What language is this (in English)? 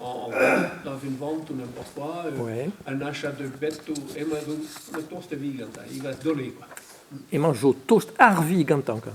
Breton